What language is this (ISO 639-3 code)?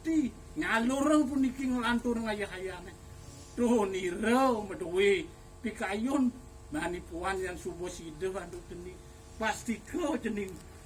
ban